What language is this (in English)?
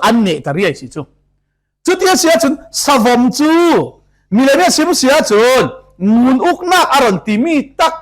Falam Chin